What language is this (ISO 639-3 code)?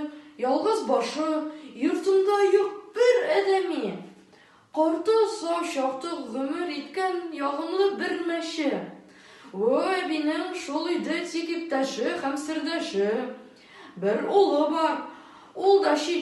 tat